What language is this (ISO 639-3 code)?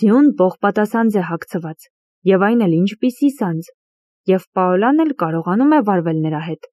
hye